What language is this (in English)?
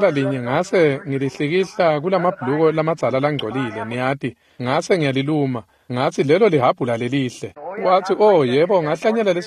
Swati